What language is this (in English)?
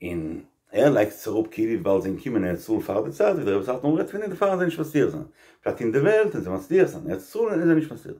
Yiddish